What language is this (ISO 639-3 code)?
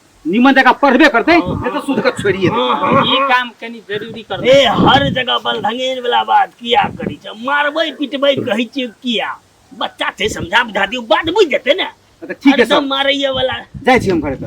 mai